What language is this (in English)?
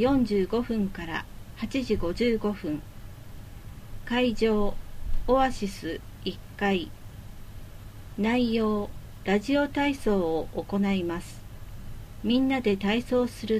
Japanese